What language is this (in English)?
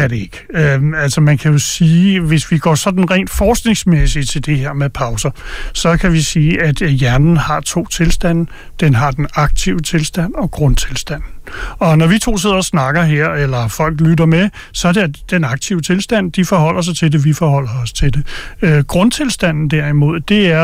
Danish